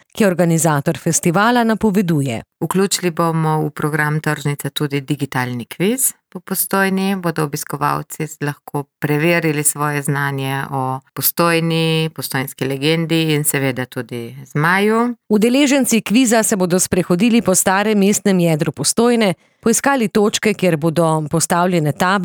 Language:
Slovenian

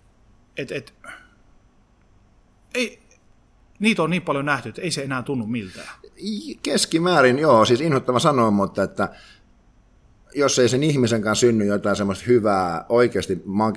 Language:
Finnish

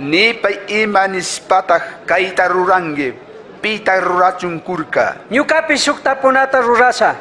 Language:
Chimborazo Highland Quichua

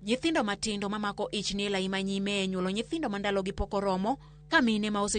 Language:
Luo (Kenya and Tanzania)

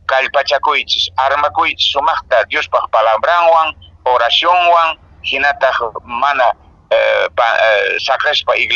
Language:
Quechua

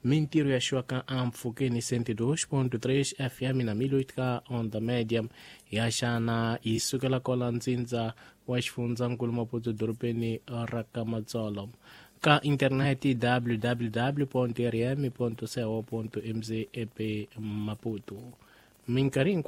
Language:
Tsonga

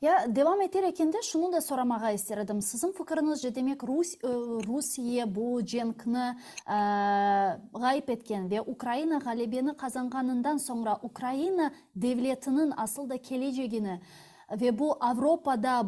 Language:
Crimean Tatar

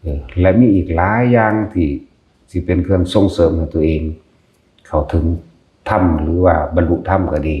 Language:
Lao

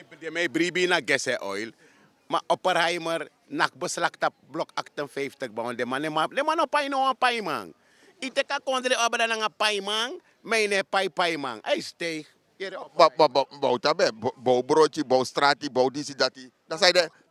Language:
Sranan Tongo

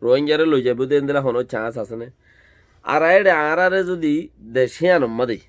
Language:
Rohingya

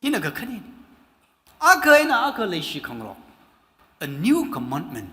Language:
Tangkhul Naga (India)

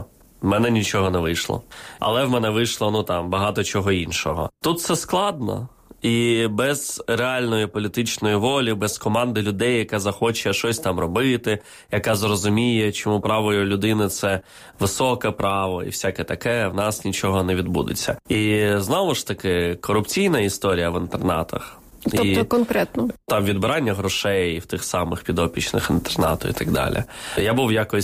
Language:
Ukrainian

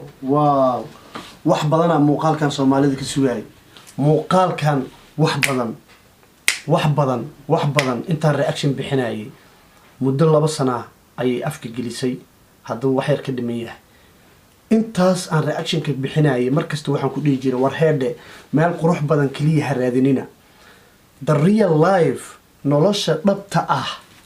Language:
Somali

